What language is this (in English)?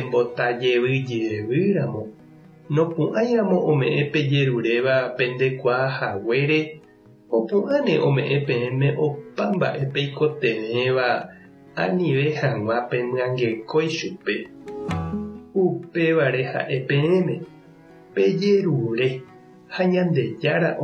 Guarani